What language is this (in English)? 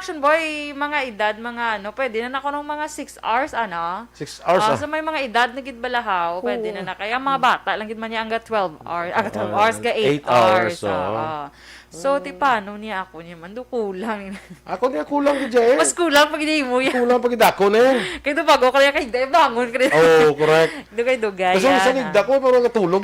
Hiligaynon